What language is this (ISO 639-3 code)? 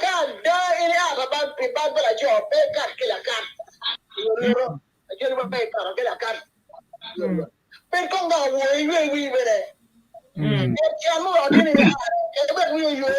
ach